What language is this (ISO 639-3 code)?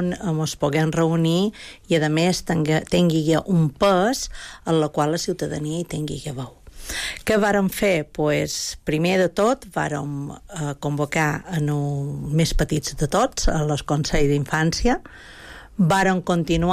cat